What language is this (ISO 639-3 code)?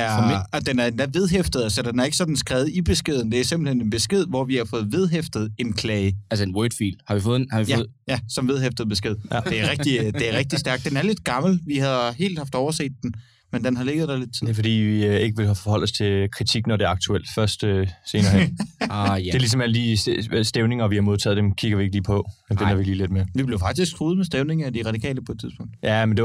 dan